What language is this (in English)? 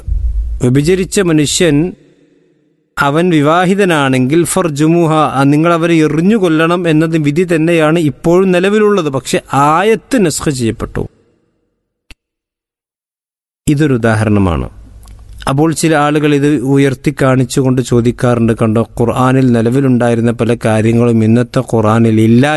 Malayalam